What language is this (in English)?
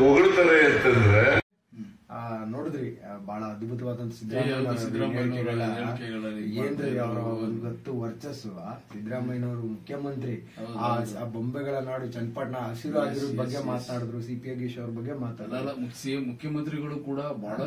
Kannada